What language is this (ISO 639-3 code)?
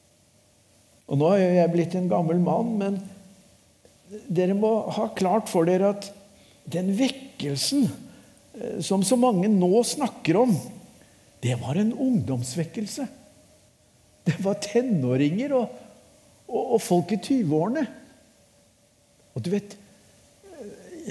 nor